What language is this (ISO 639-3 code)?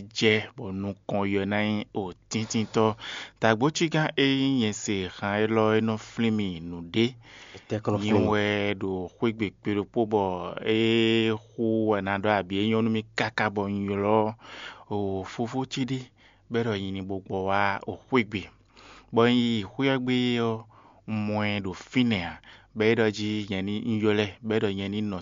fon